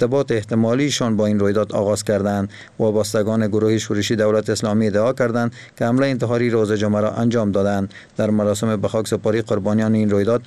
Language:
Persian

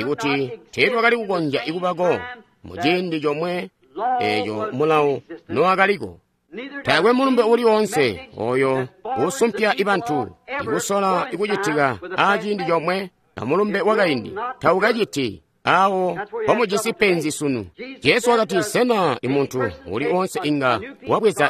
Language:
Tonga (Zambia)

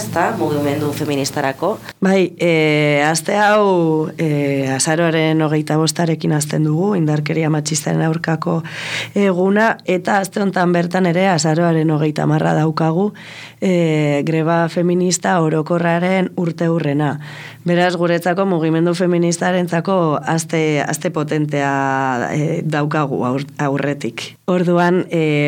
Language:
Basque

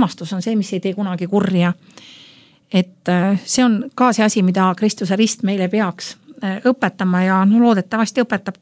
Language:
Estonian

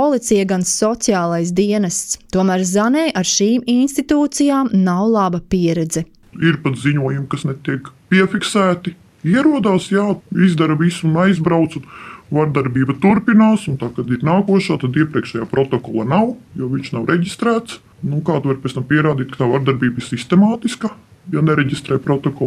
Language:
Latvian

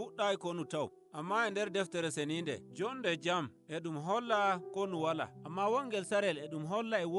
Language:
Nigerian Fulfulde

